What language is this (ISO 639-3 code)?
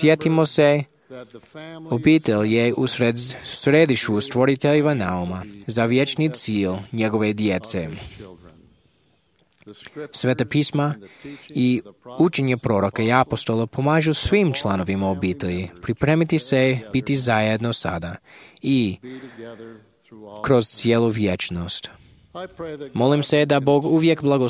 hrv